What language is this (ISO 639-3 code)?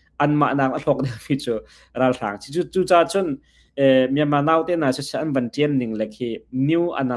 cnh